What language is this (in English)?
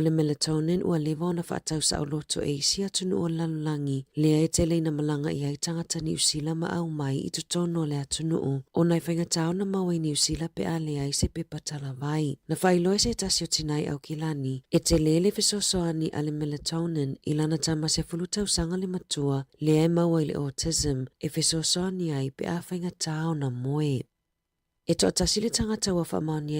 Samoan